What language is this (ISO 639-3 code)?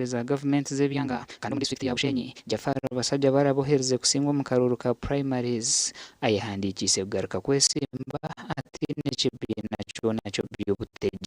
nyn